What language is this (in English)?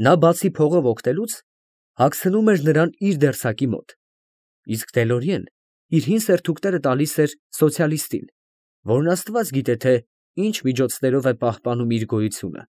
Armenian